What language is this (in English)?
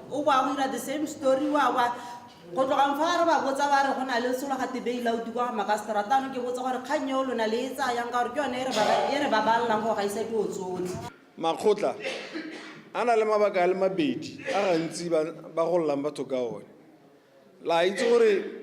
Tswana